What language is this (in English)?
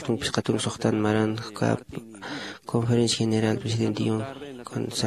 Aymara